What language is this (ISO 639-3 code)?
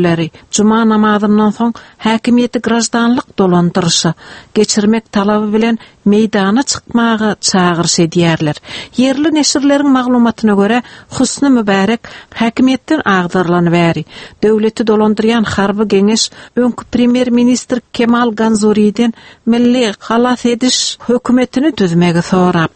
tuk